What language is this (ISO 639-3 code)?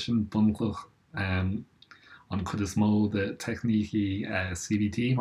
gle